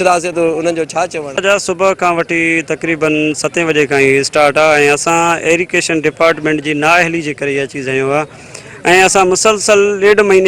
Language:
Sindhi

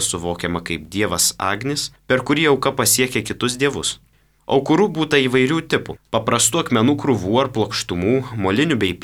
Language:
Lithuanian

